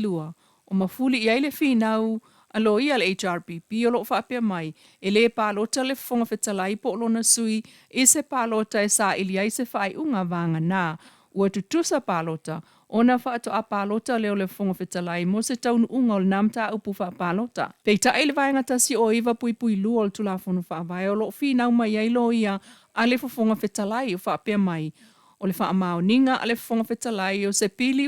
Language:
Samoan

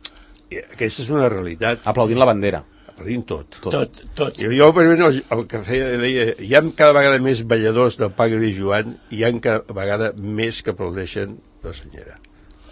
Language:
Catalan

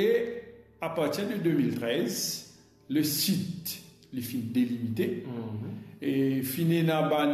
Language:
Morisyen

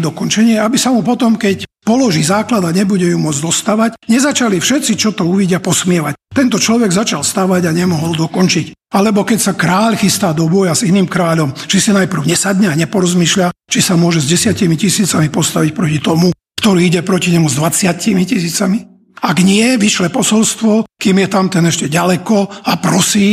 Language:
Slovak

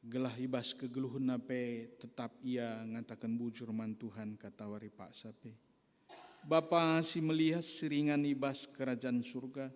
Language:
Batak Karo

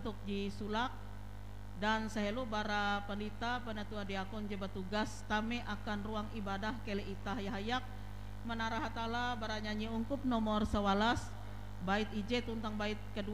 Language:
Ngaju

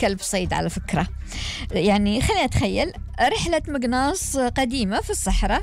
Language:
Gulf Arabic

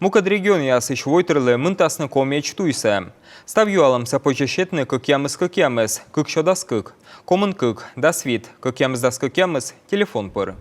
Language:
Komi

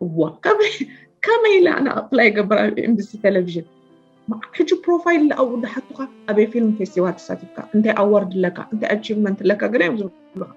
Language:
Tigrinya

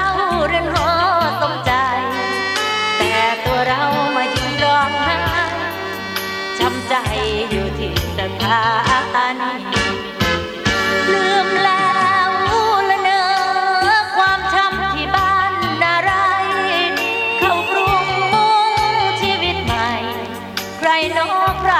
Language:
Thai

